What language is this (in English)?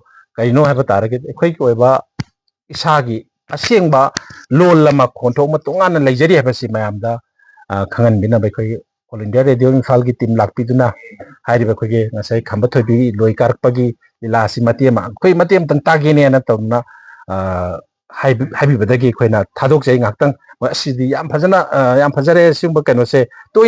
Manipuri